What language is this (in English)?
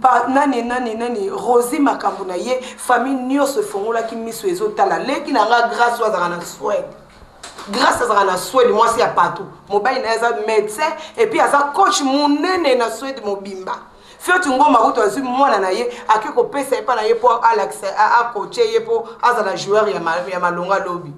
Lingala